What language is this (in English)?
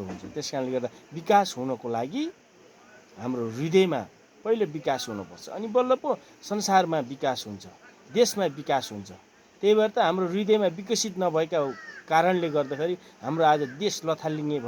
Nepali